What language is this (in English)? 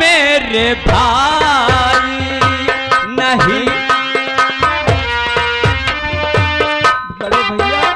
Hindi